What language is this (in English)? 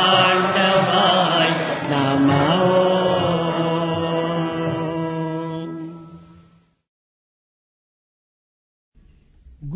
Telugu